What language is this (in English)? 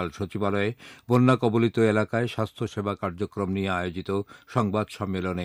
Bangla